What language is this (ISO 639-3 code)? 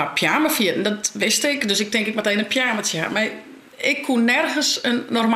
fry